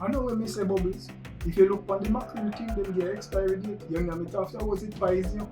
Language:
Jamaican Creole English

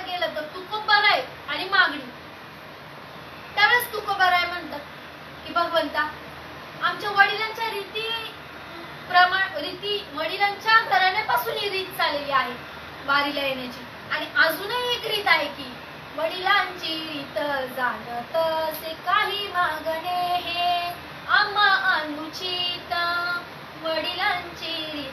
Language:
Marathi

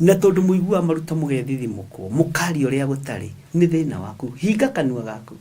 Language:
Kikuyu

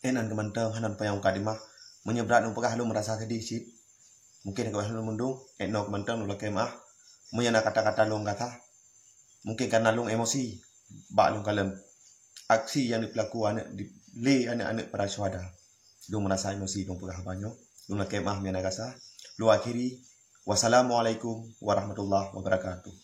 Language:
Achinese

